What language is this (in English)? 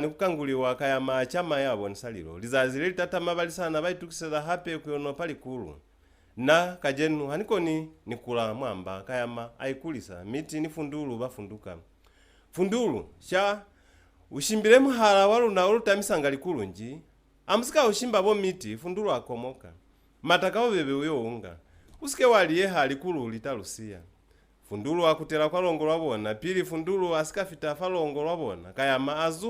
Lozi